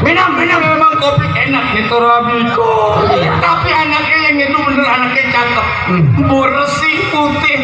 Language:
Betawi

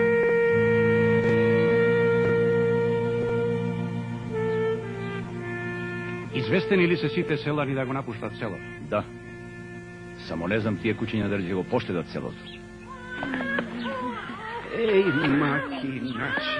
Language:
Macedonian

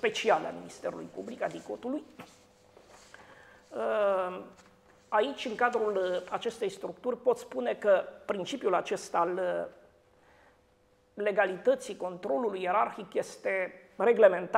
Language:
Romanian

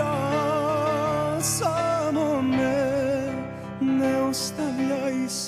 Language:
Serbian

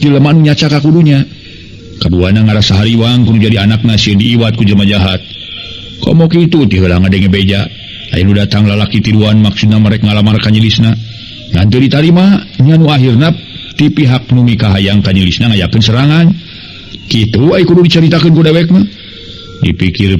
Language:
Sundanese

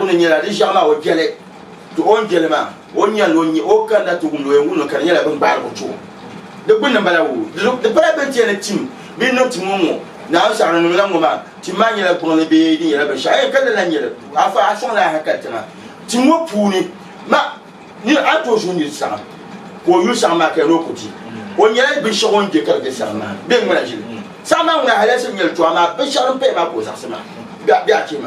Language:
Dagbani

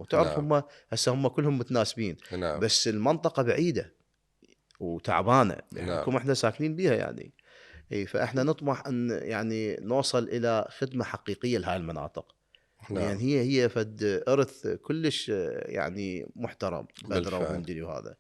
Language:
Mesopotamian Arabic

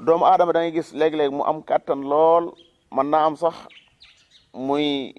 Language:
Wolof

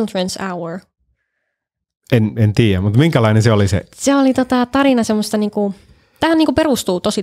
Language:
Finnish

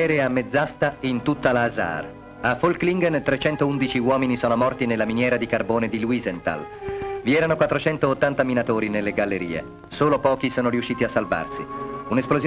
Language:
Italian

